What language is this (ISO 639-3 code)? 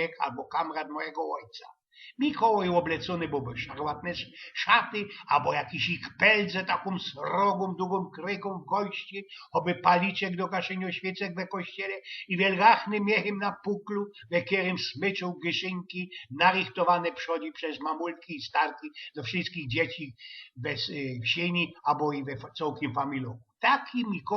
szl